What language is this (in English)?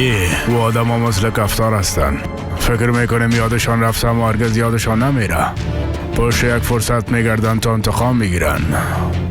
Persian